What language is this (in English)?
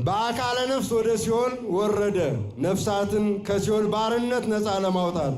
Amharic